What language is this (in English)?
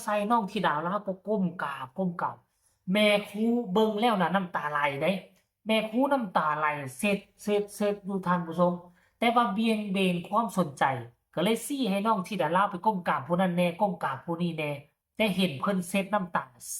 Northeastern Thai